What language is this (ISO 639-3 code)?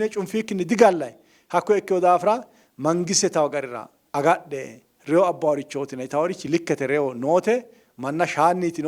sid